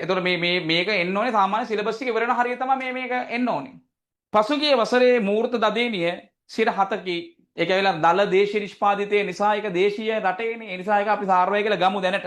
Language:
Sinhala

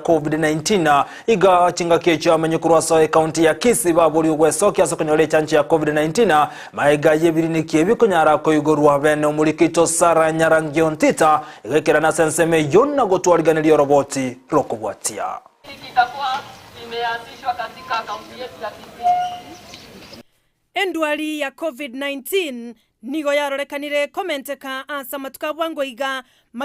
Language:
Gusii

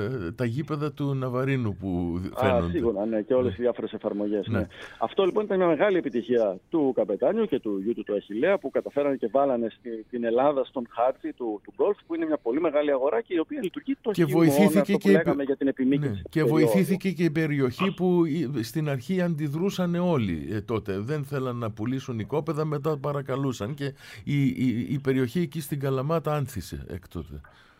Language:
Greek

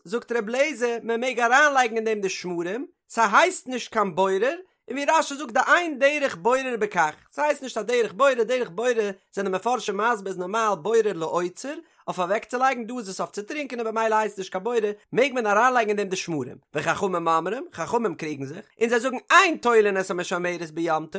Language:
Yiddish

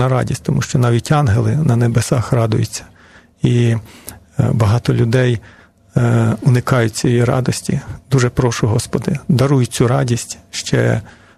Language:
Ukrainian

